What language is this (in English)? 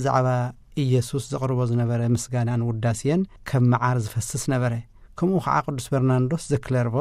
Tigrinya